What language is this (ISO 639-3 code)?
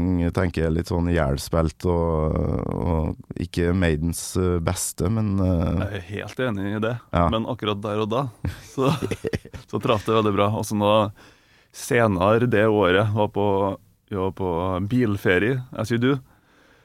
nor